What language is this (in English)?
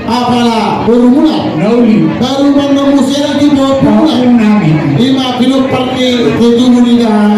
Batak Toba